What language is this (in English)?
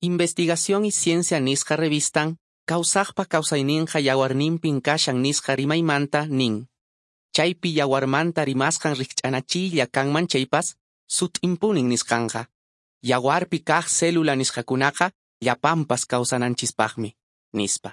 Quechua